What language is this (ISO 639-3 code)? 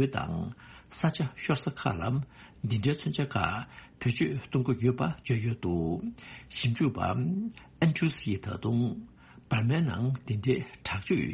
bod